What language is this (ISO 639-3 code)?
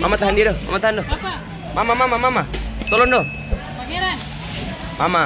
abs